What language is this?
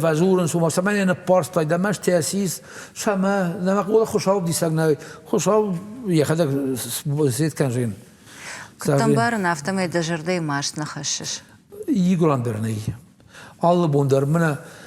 Ossetic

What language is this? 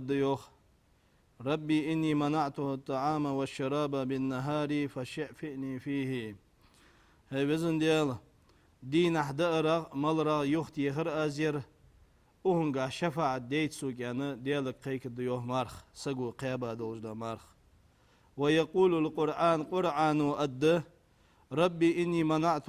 Ingush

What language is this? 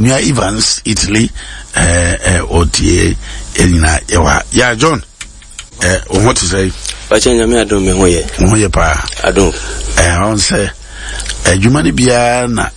Akan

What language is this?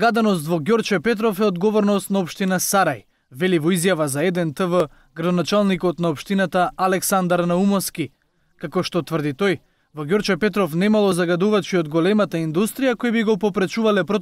Macedonian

